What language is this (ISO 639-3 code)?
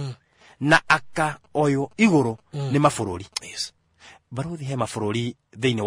kik